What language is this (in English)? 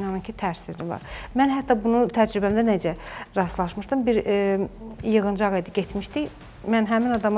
Azerbaijani